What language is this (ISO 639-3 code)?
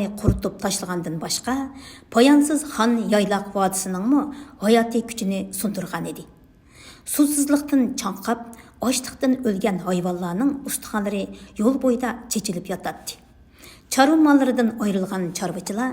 uig